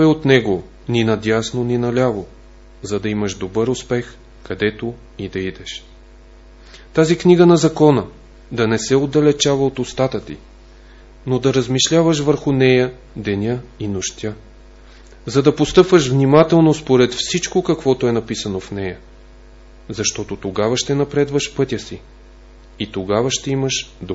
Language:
Bulgarian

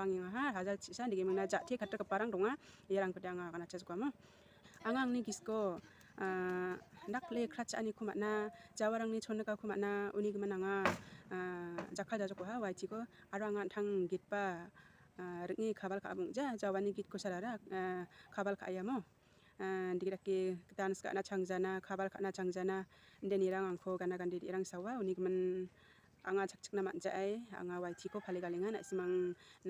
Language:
Garo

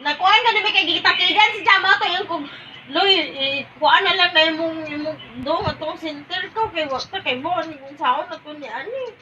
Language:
Cebuano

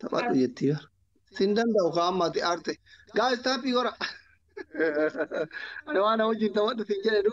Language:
Oromo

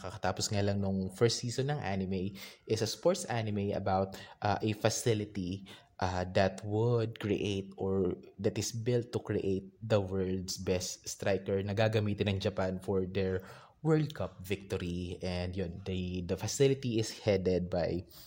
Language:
Filipino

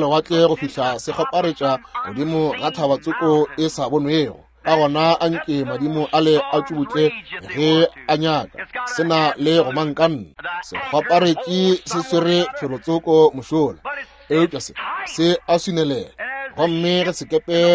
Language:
Northern Sotho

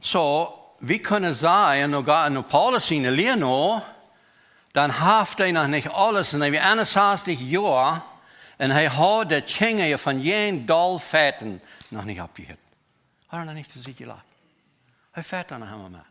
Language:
Plautdietsch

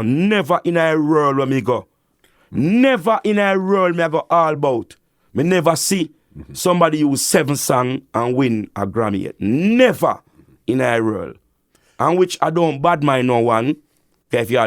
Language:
Jamaican Creole English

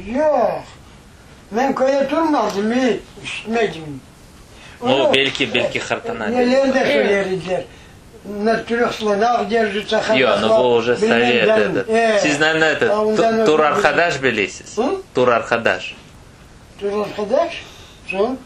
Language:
Crimean Tatar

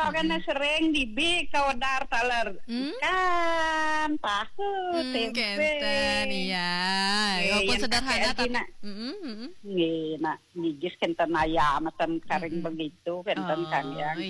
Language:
Balinese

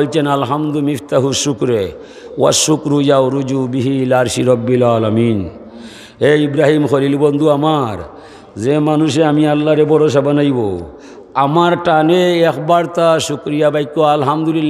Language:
Sylheti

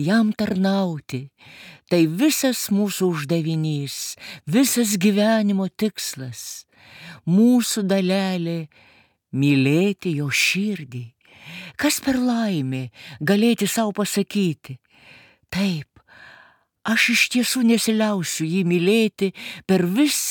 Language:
Lithuanian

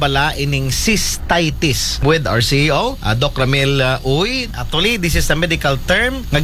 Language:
Aklanon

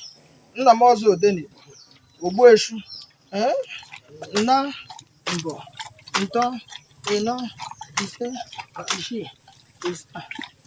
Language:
Igbo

